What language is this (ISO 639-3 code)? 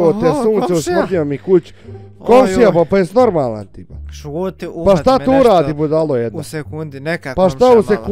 bos